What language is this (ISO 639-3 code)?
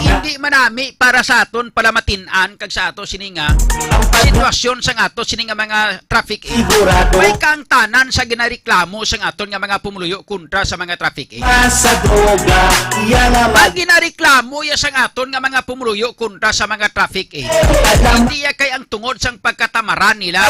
hil